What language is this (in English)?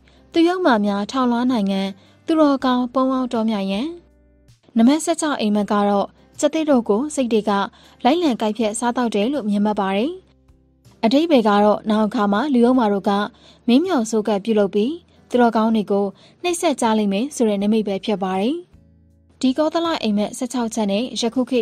Burmese